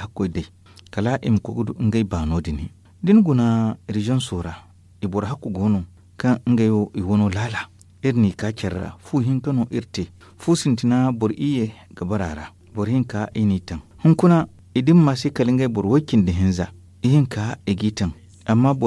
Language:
Zarma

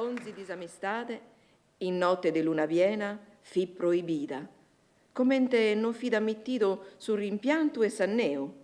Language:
Sardinian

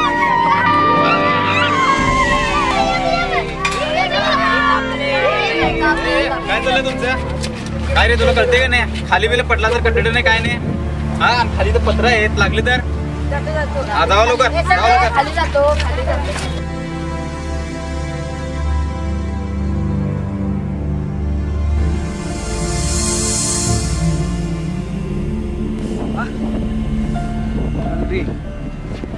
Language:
Marathi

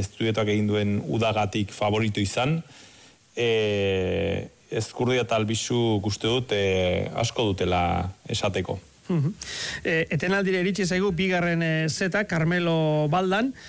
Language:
Basque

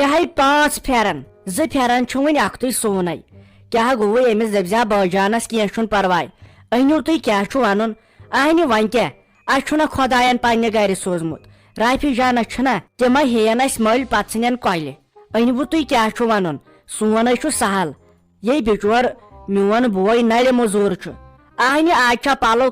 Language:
Kashmiri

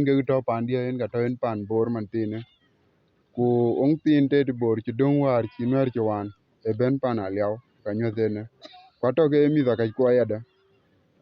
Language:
Dinka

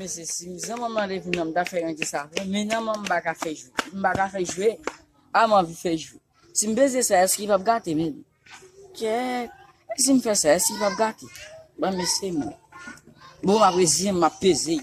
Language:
Haitian Creole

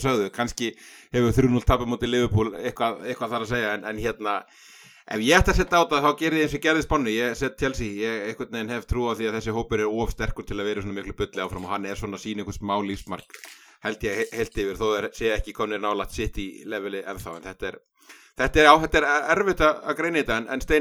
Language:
Icelandic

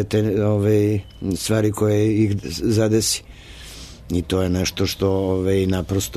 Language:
Serbian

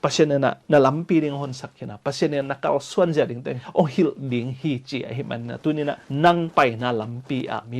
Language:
Tedim Chin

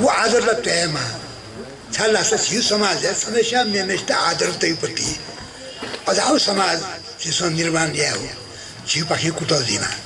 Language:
Newari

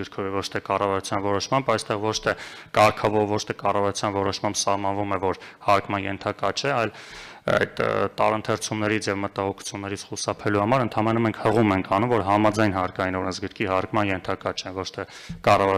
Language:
Armenian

